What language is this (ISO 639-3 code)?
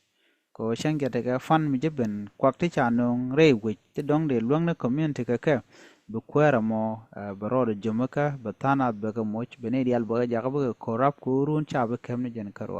nus